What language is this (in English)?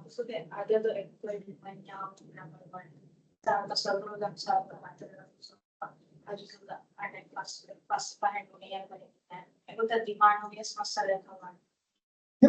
Divehi